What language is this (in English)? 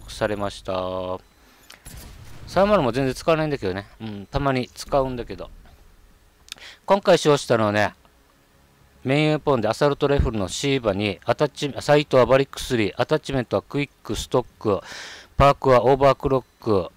Japanese